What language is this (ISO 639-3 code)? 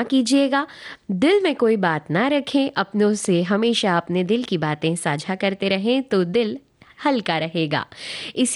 hin